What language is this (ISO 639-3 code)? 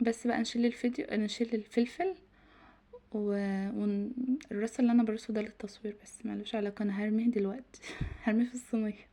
arz